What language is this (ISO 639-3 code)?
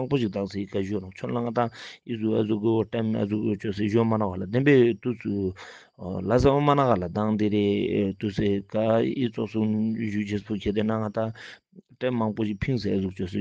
lbj